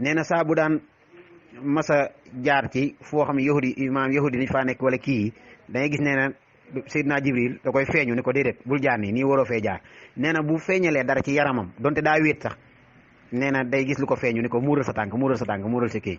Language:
Wolof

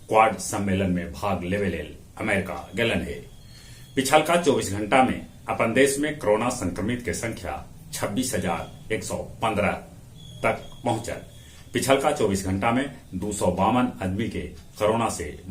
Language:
Magahi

